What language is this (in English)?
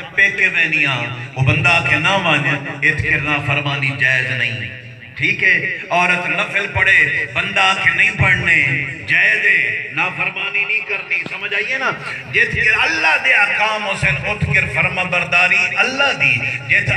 Saraiki